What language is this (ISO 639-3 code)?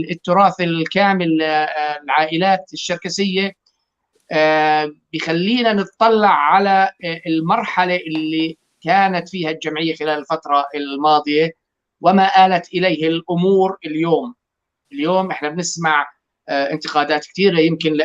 apc